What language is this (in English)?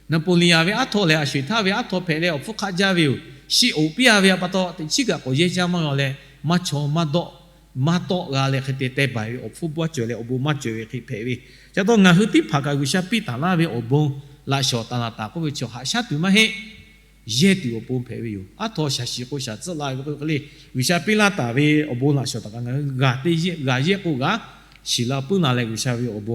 Lahu